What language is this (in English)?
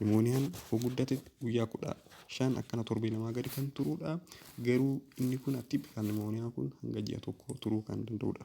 Oromo